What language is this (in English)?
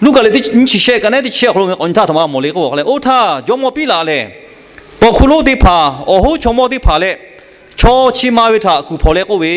Lahu